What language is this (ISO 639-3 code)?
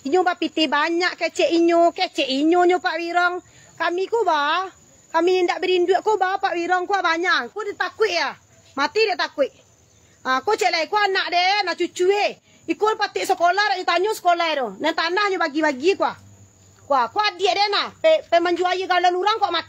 min